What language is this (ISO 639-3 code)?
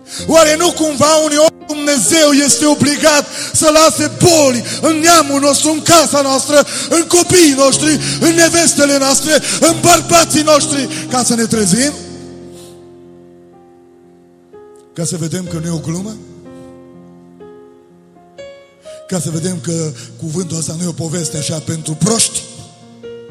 ron